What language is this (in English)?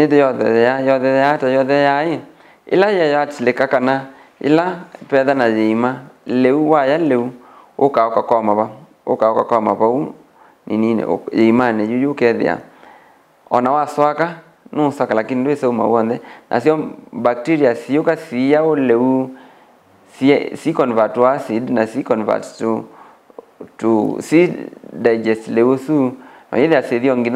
Kamba